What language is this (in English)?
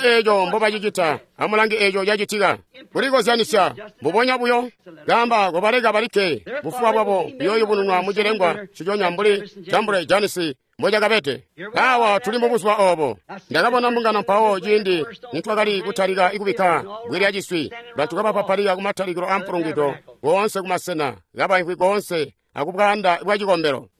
Tonga (Zambia)